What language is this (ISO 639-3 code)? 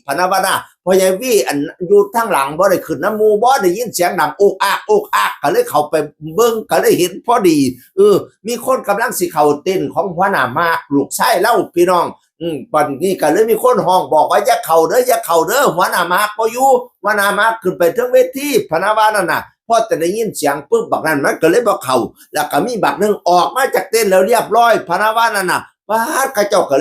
tts